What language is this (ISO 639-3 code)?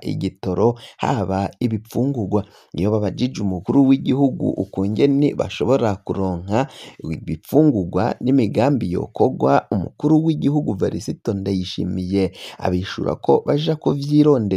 run